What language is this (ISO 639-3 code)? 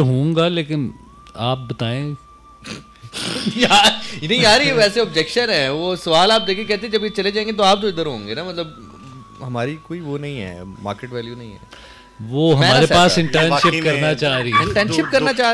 urd